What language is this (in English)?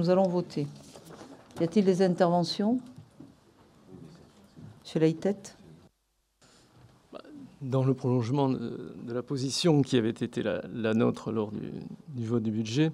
French